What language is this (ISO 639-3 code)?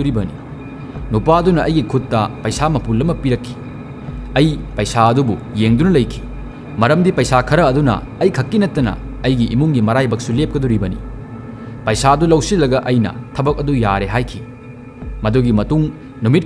mni